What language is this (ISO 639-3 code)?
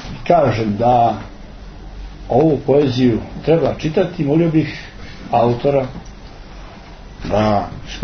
hrv